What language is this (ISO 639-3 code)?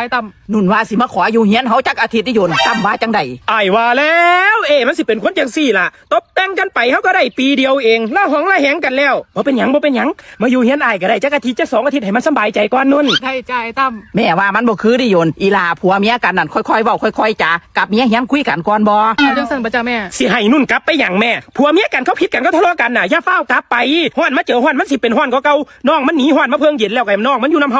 tts